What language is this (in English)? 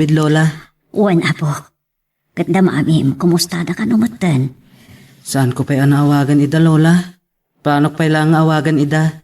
Iloko